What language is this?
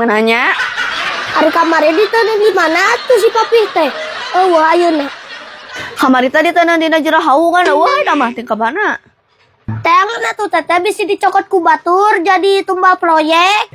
Sundanese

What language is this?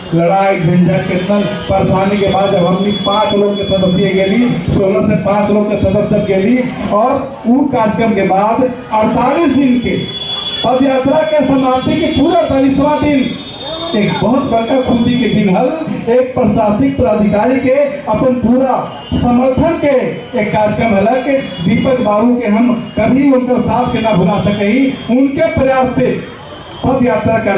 Magahi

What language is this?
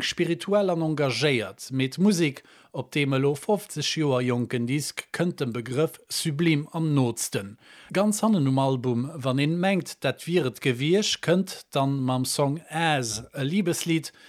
Luxembourgish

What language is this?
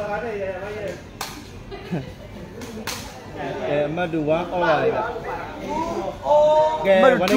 Burmese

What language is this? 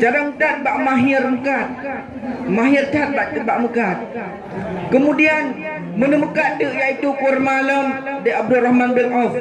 Achinese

